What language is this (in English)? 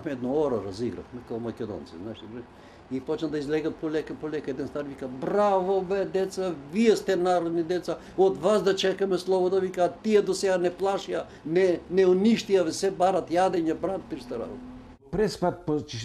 Macedonian